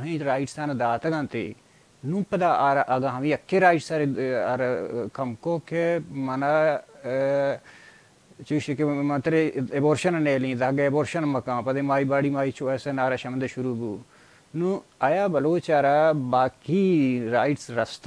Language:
Baluchi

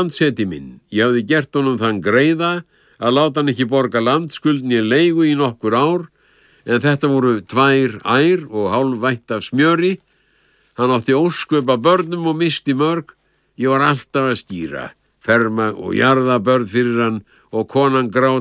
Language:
Icelandic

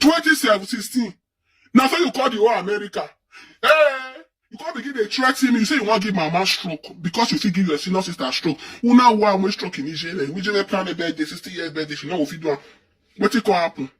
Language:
Nigerian Pidgin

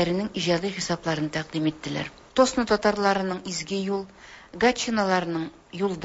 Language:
Tatar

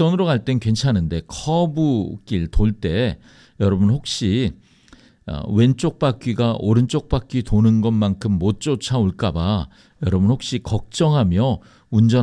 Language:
Korean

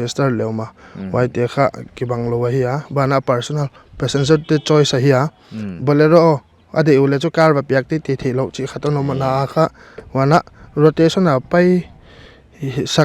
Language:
Paite Chin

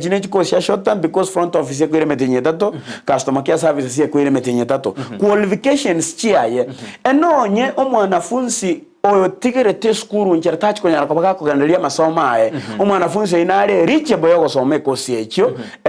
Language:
Gusii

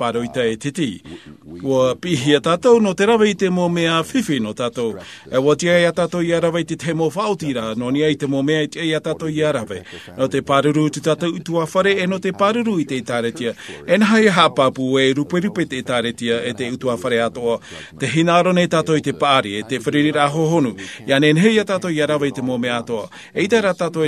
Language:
Tahitian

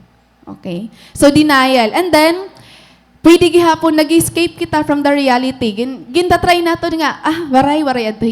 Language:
Waray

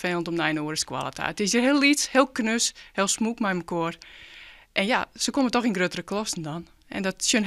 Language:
Western Frisian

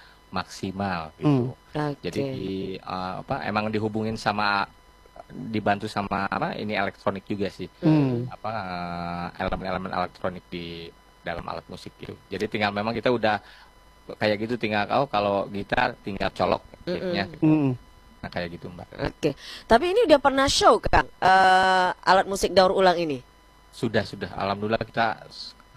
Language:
Indonesian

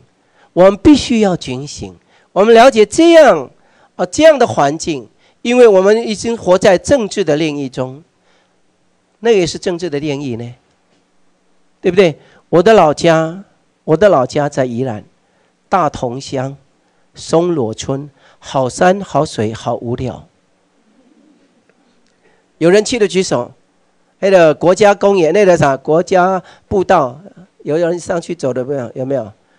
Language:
Chinese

